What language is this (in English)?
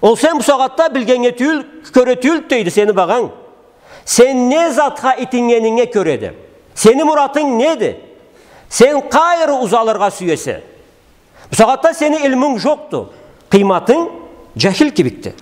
Karachay-Balkar